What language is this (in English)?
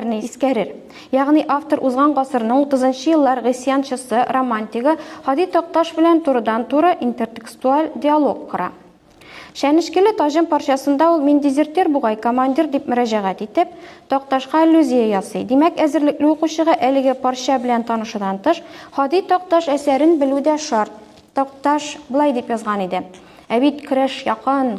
Tatar